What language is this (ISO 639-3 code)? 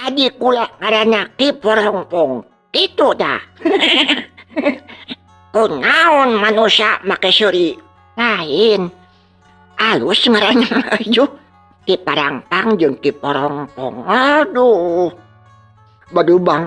sun